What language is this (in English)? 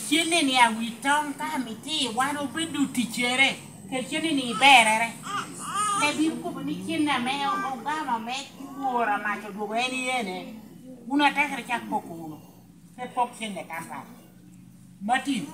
Lango (Uganda)